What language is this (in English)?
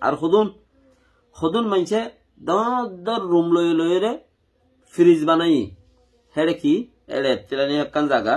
Rohingya